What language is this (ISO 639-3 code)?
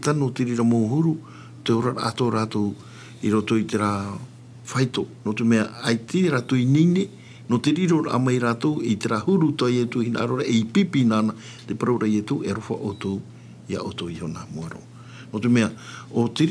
tah